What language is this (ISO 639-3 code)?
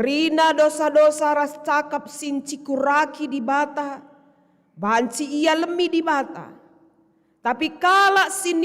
btx